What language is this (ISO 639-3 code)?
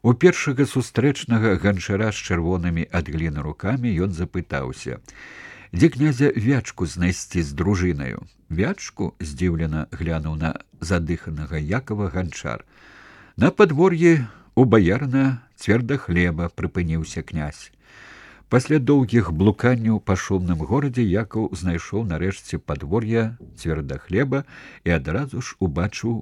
bel